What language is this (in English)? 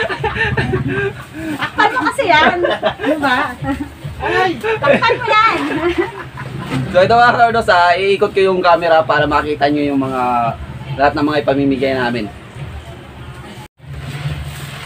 Filipino